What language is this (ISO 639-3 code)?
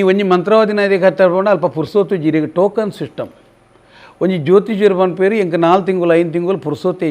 tcy